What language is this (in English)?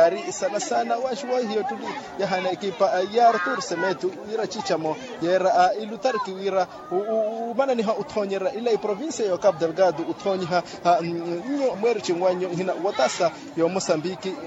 Makhuwa